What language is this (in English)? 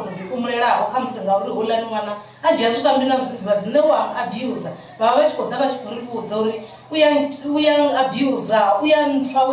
Venda